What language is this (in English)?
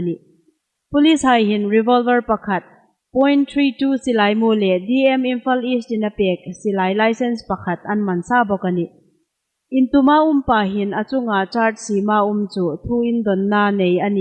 Hmar